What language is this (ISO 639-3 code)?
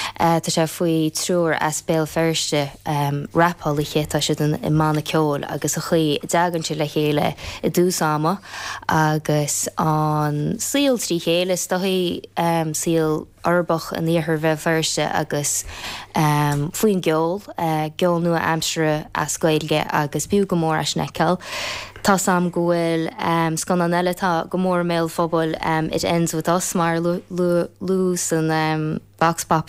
gle